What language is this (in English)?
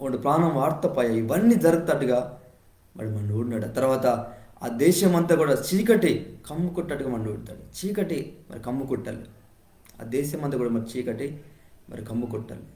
Koya